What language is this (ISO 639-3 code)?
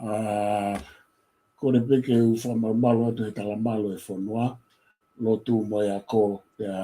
ton